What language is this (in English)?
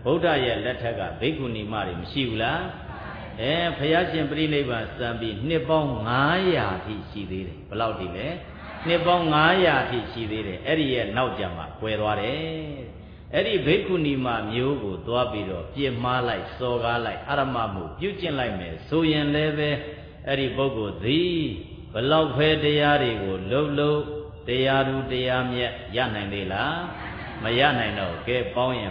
Burmese